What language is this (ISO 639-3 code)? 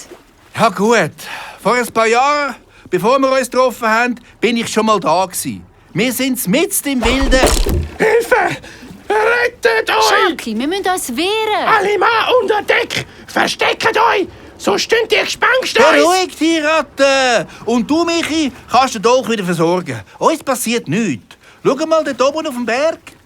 gsw